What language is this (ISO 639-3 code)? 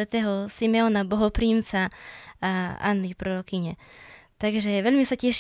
slk